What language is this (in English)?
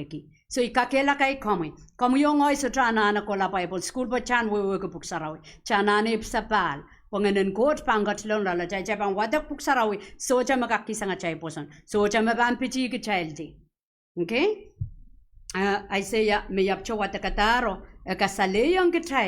Pohnpeian